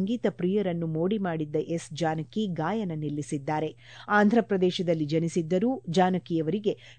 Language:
Kannada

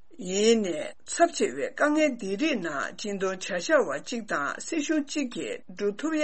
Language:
Tibetan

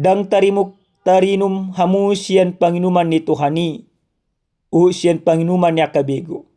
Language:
Batak Toba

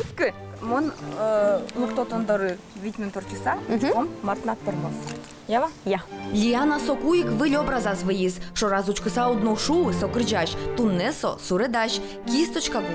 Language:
Udmurt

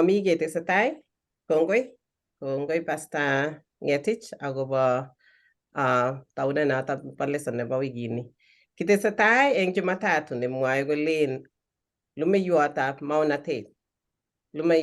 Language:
Kalenjin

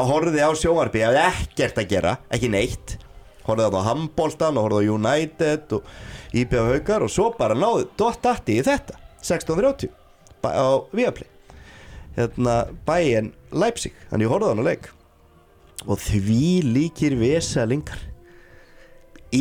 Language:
Icelandic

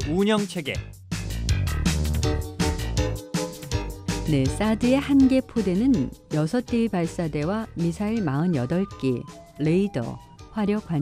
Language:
Korean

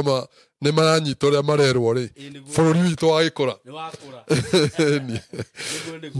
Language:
Kikuyu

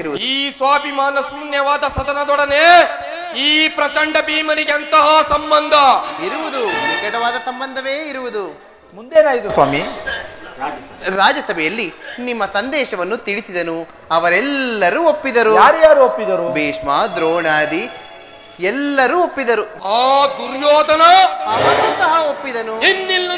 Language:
Kannada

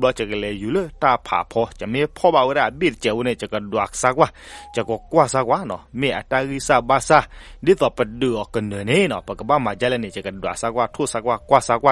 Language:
S'gaw Karen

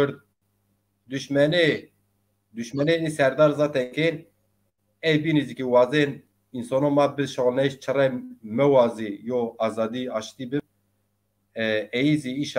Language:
Zaza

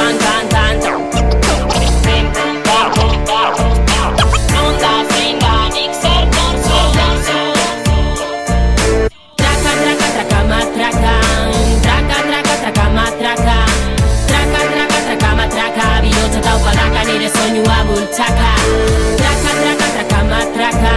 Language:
Basque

